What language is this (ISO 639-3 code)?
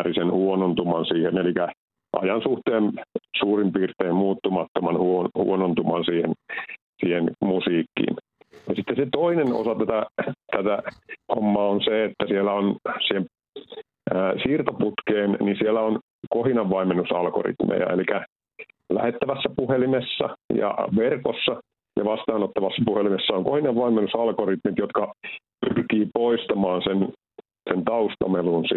fin